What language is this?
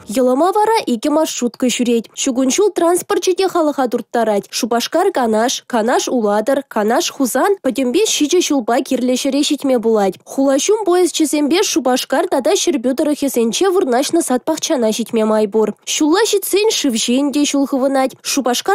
Chuvash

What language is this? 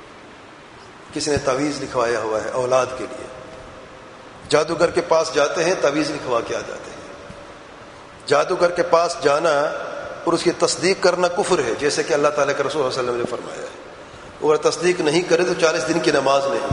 Urdu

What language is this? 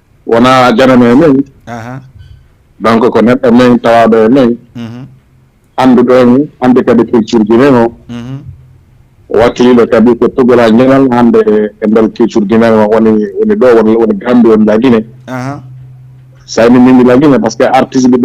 Fula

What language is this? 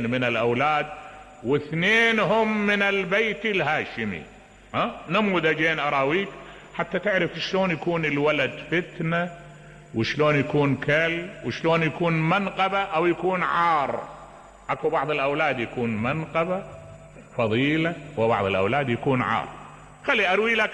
Mesopotamian Arabic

